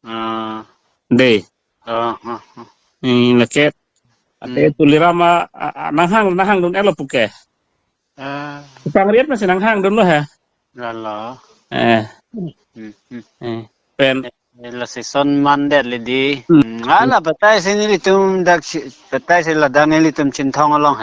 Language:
Karbi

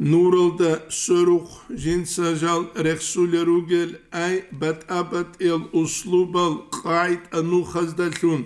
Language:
Avaric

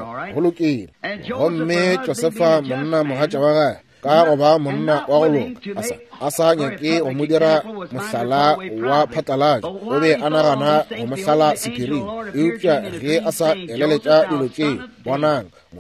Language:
Northern Sotho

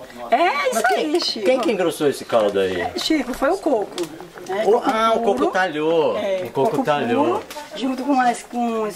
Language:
Portuguese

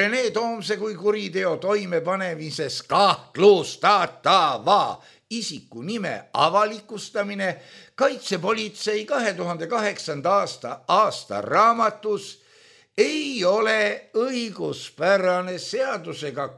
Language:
Estonian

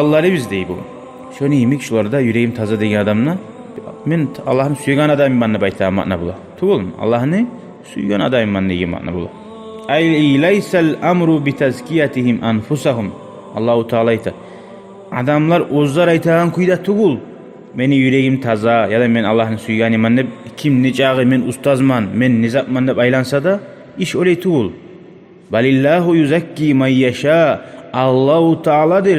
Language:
Kumyk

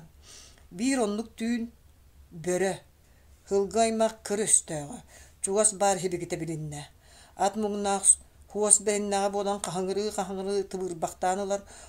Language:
Yakut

